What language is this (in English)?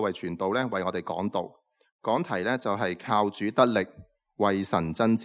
Cantonese